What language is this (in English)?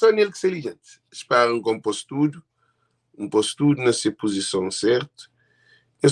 Kabuverdianu